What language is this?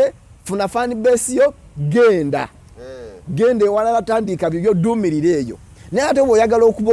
Ganda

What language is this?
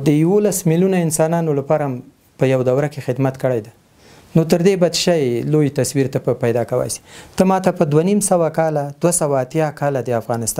Pashto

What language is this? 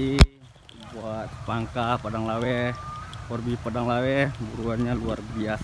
Minangkabau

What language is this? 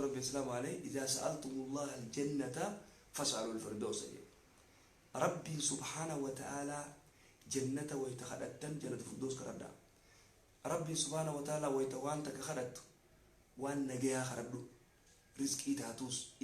Oromo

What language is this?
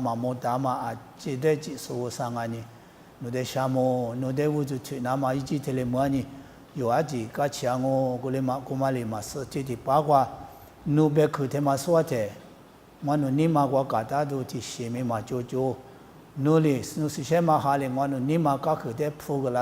Lisu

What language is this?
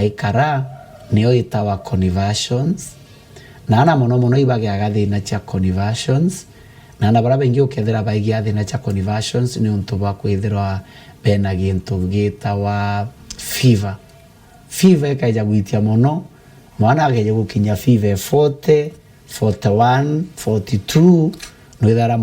Meru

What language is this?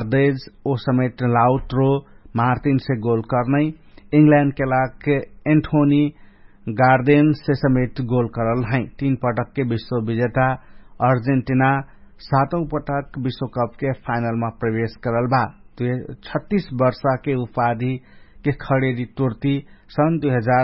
Dangaura Tharu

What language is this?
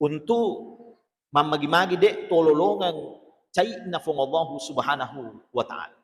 Buginese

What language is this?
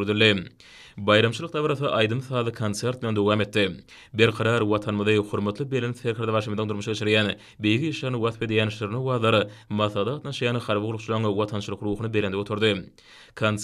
Turkmen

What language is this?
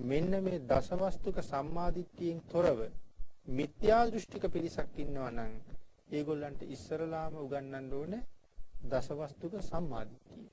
Sinhala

